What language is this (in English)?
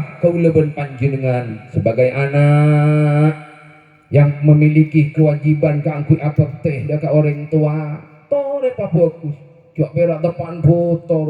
Madurese